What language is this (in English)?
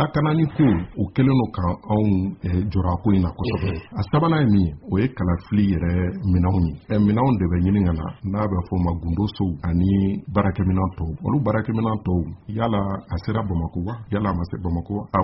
Bambara